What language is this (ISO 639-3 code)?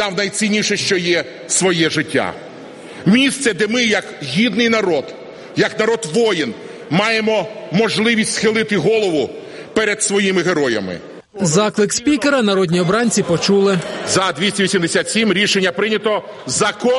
ukr